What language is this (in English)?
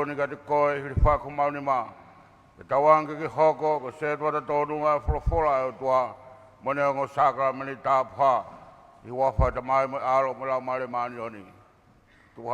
Tongan